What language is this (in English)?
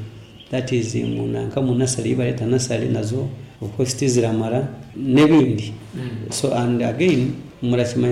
Nyoro